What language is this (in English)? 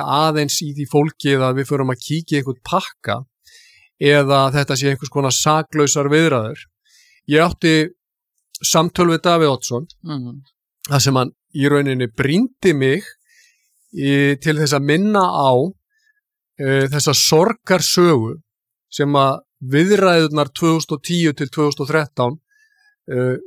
Icelandic